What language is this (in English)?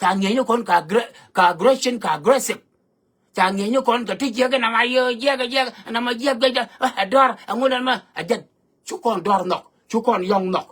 Nuer